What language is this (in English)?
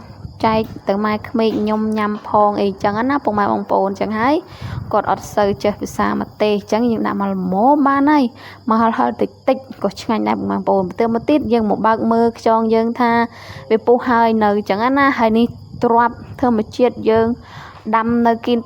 Khmer